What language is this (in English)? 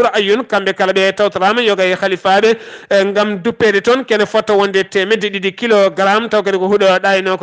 Fula